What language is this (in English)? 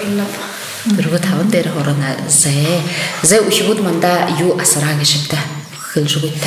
Buriat